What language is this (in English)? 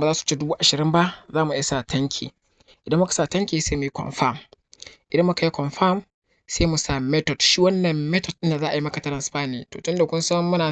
Hausa